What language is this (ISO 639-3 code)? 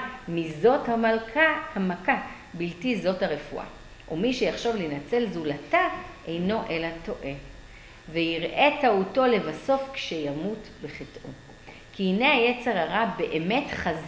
heb